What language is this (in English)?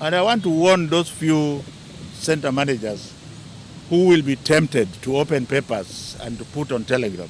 Kamba